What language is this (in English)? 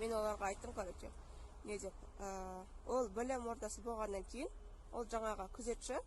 Kazakh